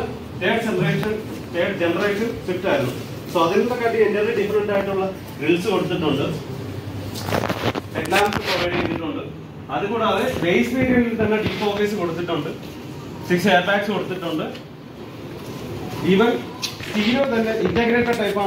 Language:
Malayalam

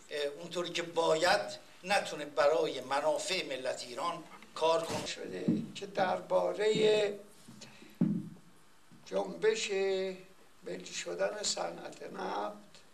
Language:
Persian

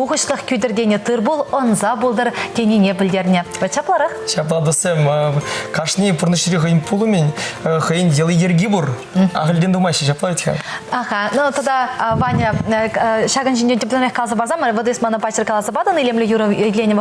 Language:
Chuvash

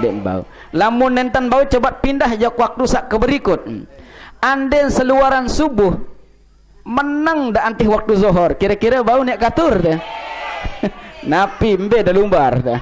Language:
Sasak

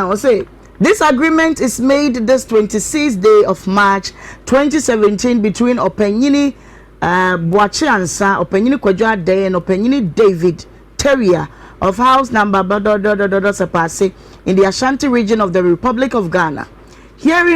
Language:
Akan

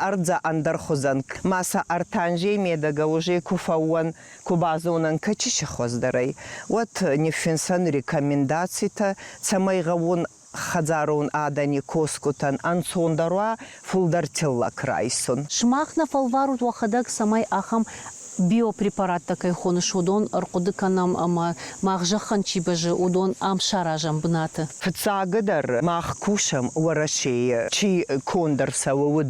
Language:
Ossetic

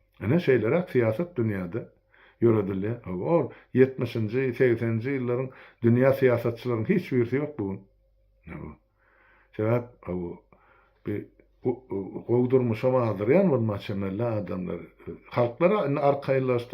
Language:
Turkmen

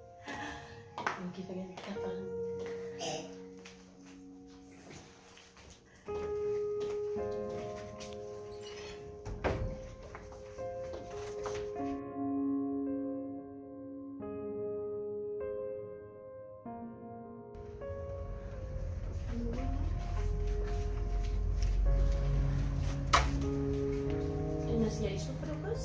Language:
Afrikaans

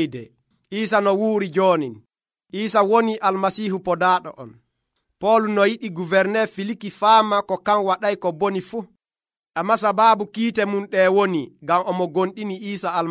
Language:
Nigerian Fulfulde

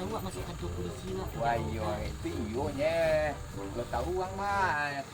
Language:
Minangkabau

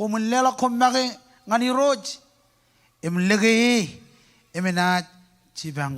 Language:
Marshallese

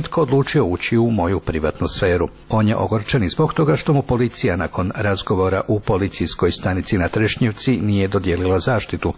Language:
Croatian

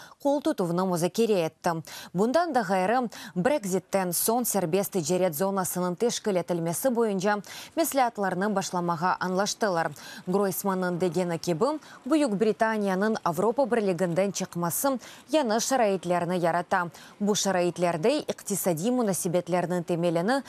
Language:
Crimean Tatar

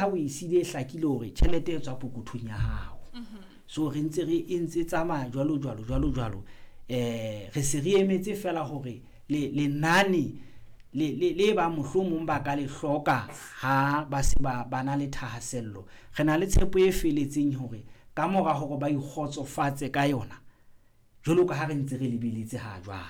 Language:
Southern Sotho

